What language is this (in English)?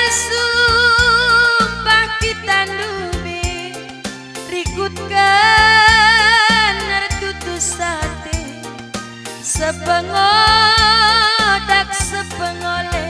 Batak Karo